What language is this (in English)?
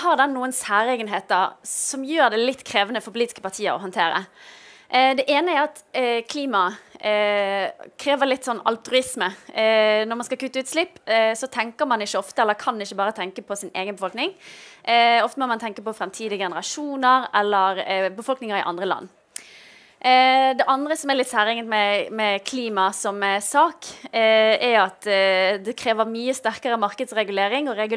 Norwegian